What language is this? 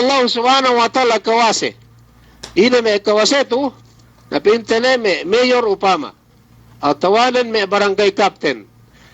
Yakan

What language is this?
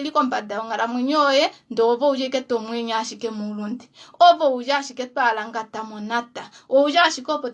Kuanyama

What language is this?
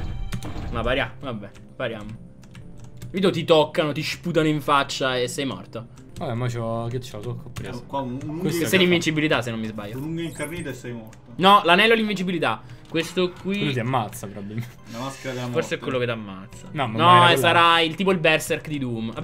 Italian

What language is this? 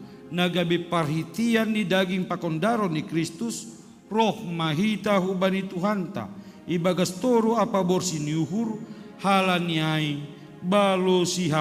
Batak Simalungun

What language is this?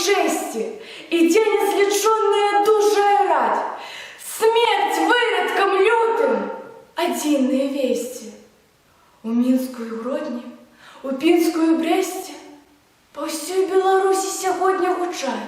Belarusian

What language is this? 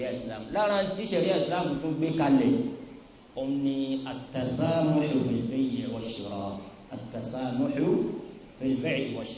Yoruba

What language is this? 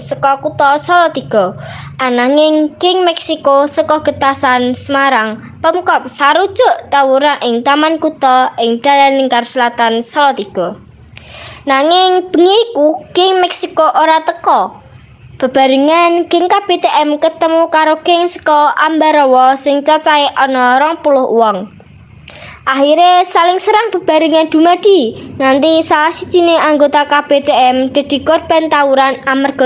Javanese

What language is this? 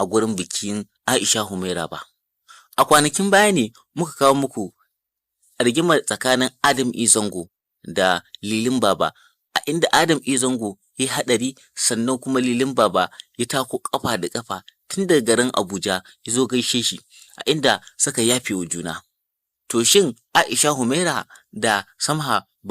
Hausa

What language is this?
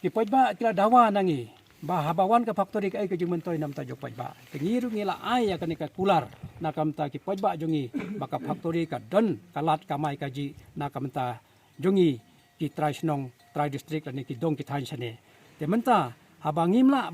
Khasi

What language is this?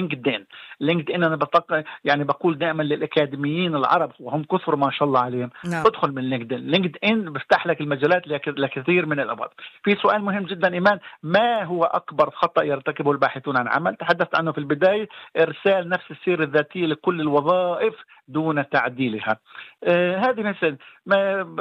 Arabic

